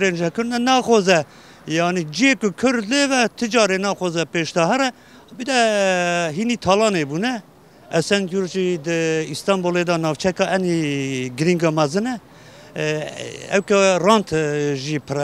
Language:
Kurdish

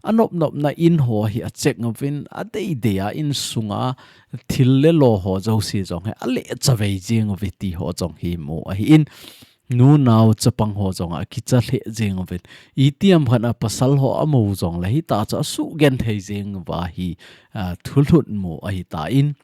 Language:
Thado Chin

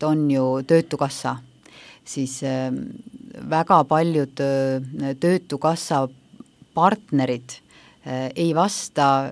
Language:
Estonian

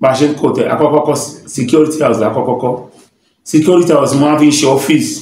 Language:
Yoruba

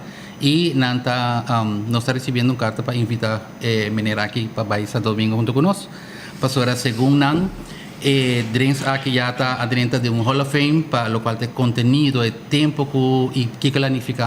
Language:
Papiamento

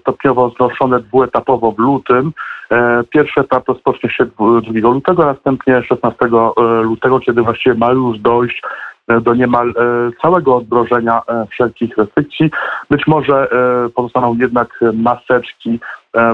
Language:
Polish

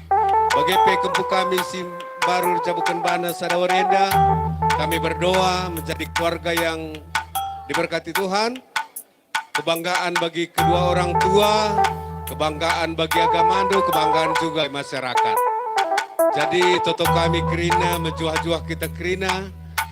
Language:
Batak Karo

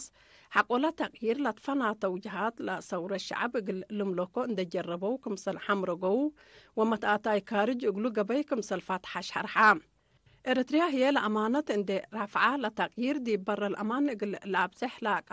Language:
Tigre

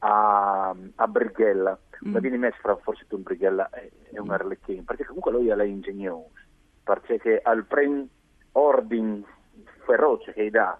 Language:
Friulian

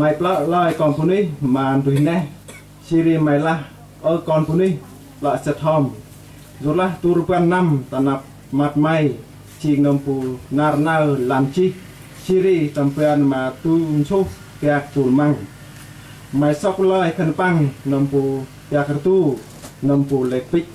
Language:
Central Mnong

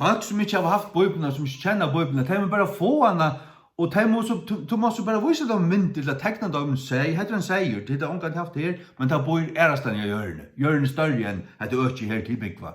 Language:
Faroese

